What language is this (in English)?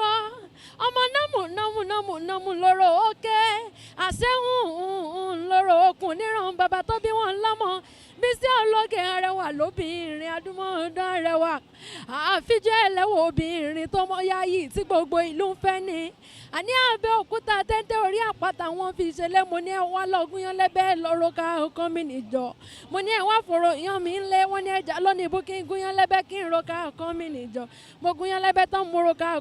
Yoruba